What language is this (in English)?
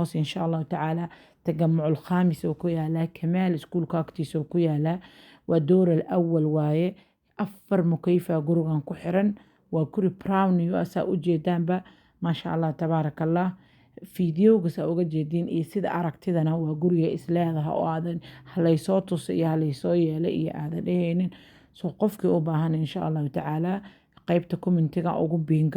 Somali